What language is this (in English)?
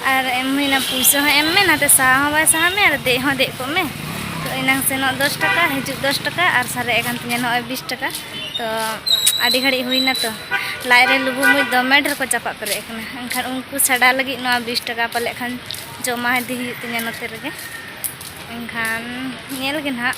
Santali